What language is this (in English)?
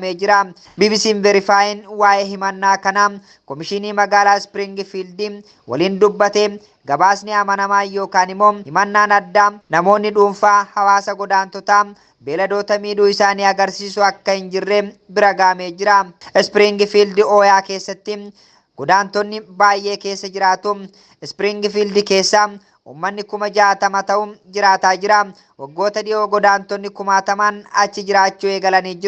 Oromo